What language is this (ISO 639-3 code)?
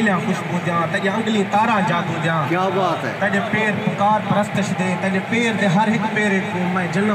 skr